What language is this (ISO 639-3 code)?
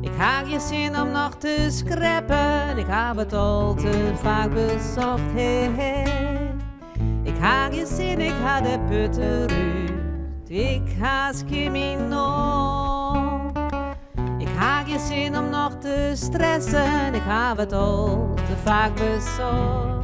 fry